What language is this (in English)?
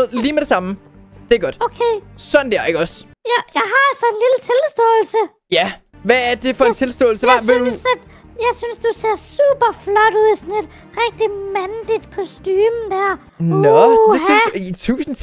Danish